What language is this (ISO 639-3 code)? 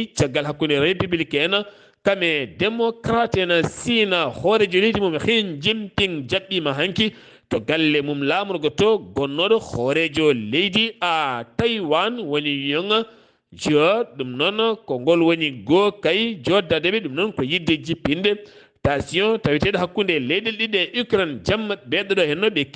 ful